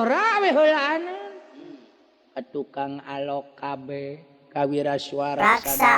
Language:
Sundanese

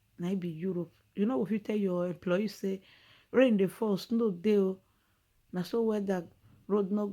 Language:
Nigerian Pidgin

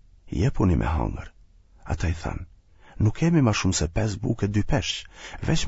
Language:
Albanian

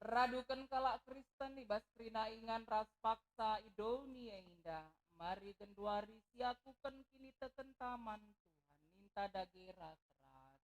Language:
Batak Karo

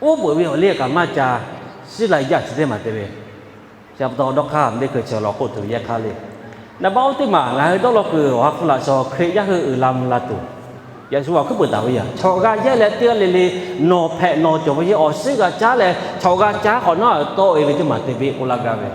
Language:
Lahu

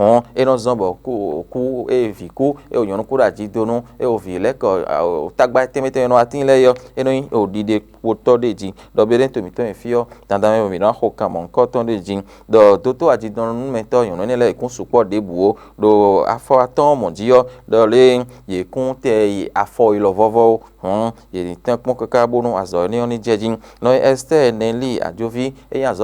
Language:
Fon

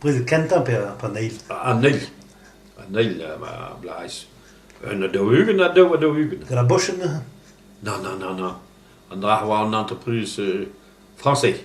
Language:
Breton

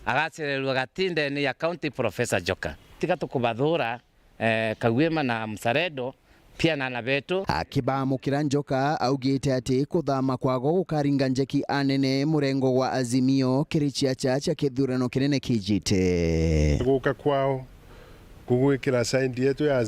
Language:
Meru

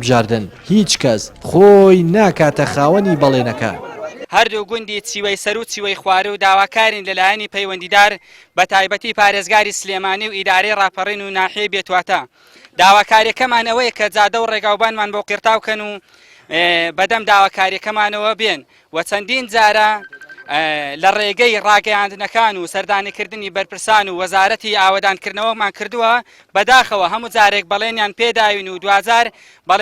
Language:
Central Kurdish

